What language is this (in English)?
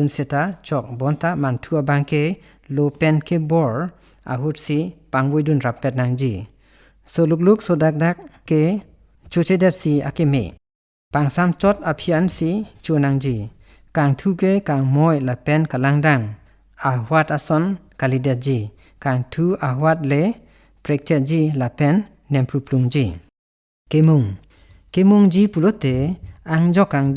Karbi